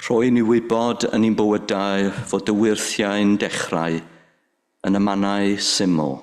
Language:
Welsh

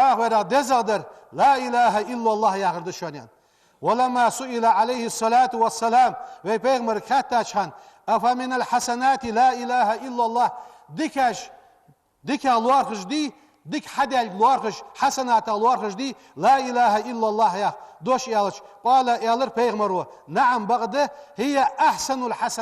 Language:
Ingush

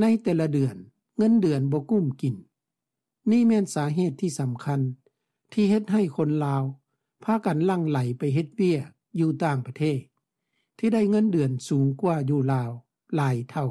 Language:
Lao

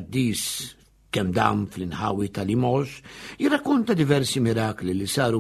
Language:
Maltese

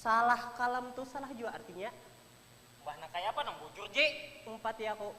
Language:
Banjar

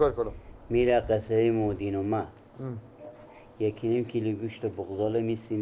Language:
Persian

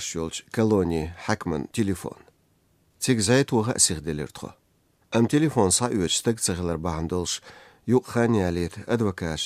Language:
Chechen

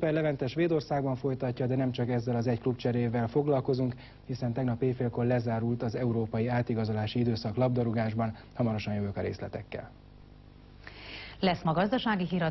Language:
Hungarian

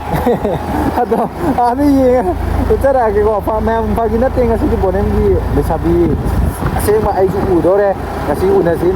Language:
Manipuri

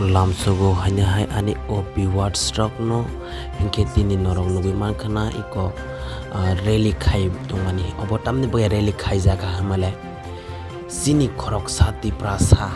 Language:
Kok Borok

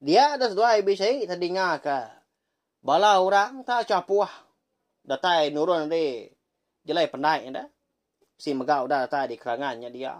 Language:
Iban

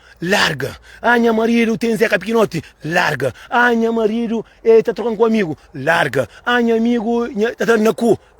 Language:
Kabuverdianu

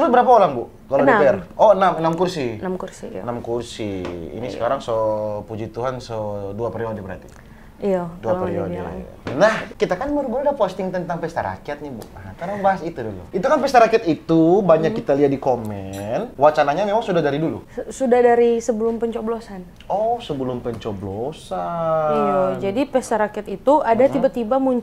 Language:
Manado Malay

